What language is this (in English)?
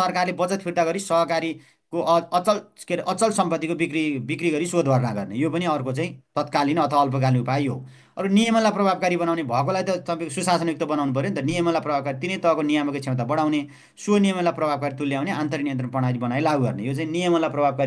Nepali